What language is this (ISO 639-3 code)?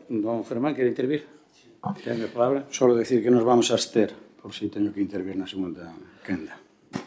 glg